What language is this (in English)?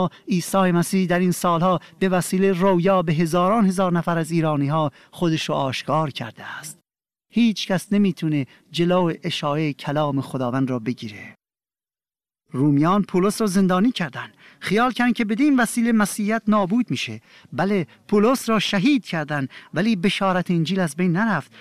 Persian